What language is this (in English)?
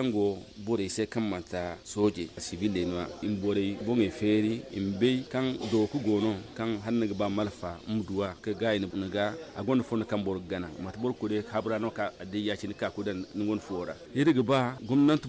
Zarma